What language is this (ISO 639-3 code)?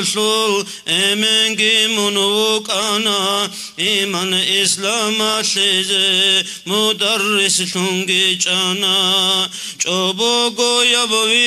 ava